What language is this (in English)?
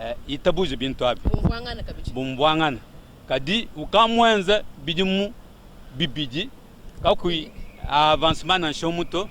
Luba-Lulua